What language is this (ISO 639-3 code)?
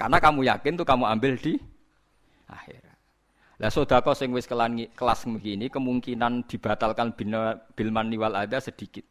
jav